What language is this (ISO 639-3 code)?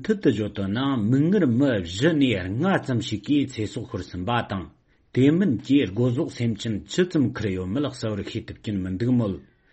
bod